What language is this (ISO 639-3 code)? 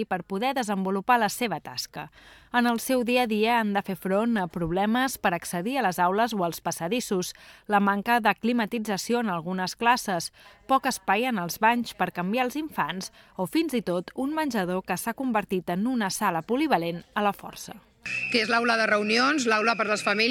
cat